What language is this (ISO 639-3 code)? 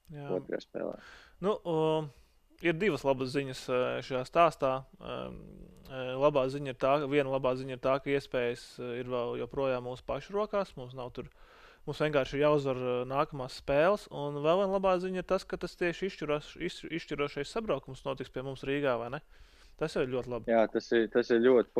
lav